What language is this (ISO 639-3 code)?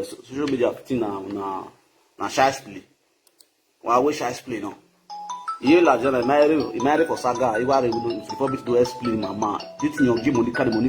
pcm